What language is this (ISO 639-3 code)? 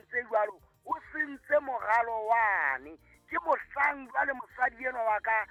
sot